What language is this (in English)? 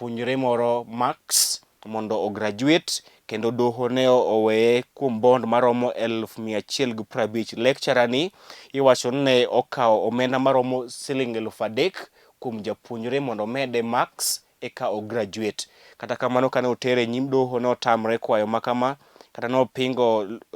Luo (Kenya and Tanzania)